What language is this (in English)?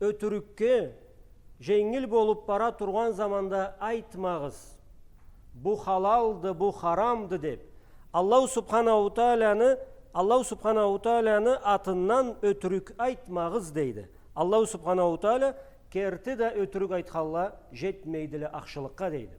Karachay-Balkar